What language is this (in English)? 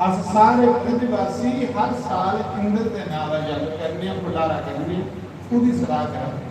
Dogri